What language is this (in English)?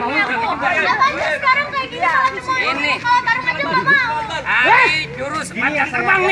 Betawi